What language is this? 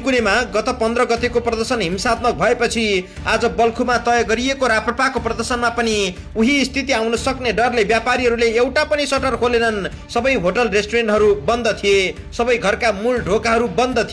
Nepali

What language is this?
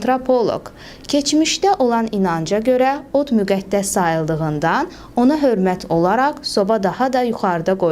Azerbaijani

